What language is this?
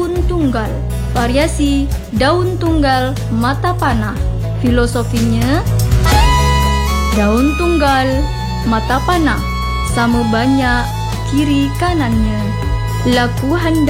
Malay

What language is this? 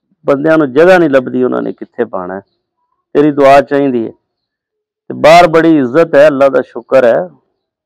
Punjabi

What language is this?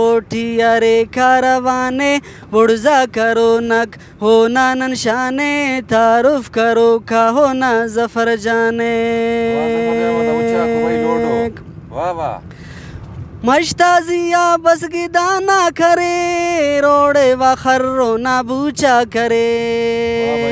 Brahui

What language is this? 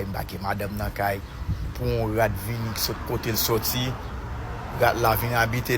Haitian Creole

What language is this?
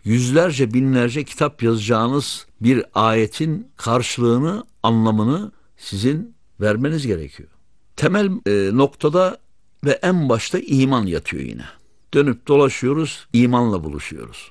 Turkish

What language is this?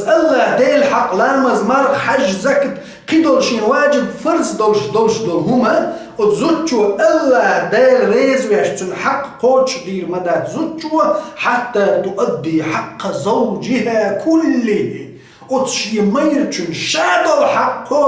Chechen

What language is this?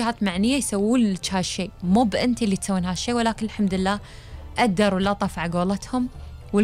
Gulf Arabic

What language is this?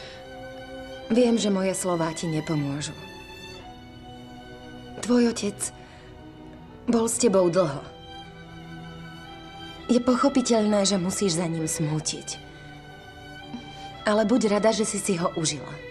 Slovak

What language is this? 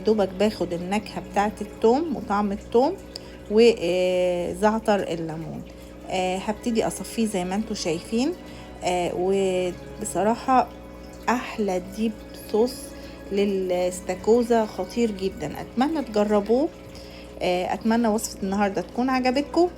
Egyptian Arabic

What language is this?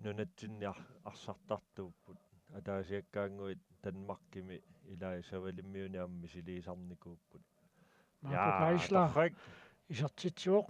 Kalaallisut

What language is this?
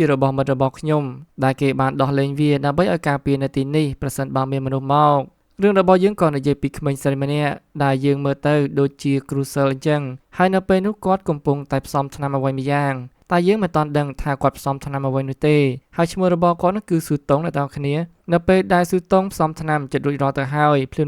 Khmer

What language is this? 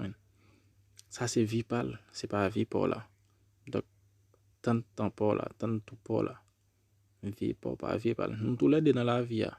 Haitian Creole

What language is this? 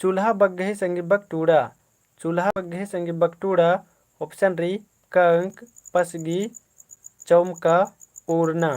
Kurukh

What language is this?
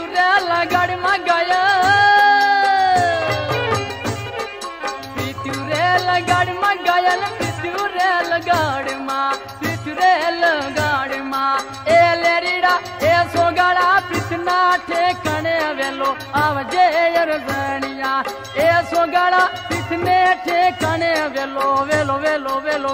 Gujarati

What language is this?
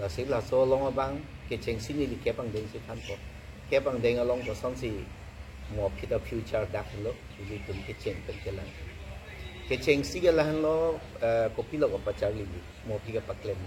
Karbi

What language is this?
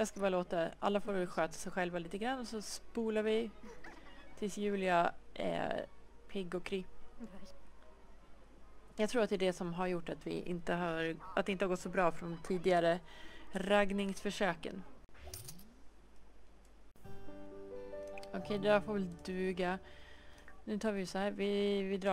Swedish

